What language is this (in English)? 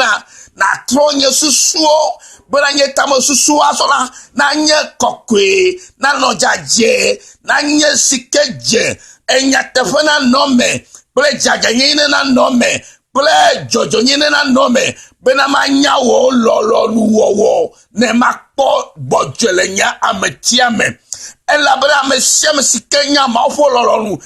Ewe